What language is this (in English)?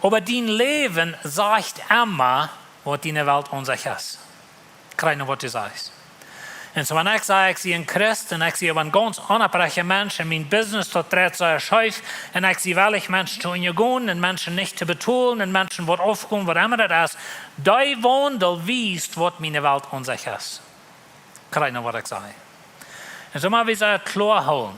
Plautdietsch